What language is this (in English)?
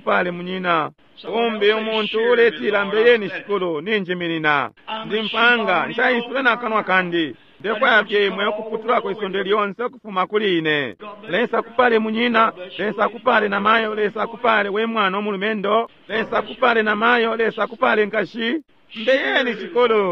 Bemba